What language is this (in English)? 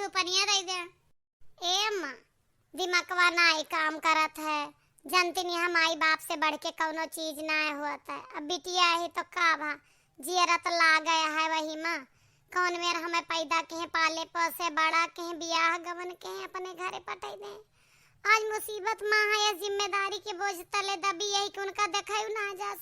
Awadhi